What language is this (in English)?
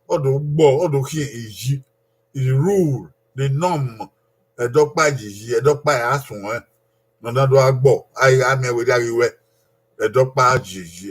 Bini